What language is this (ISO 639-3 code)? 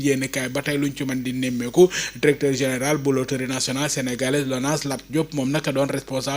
wol